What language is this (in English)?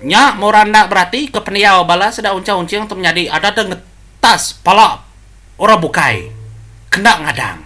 Iban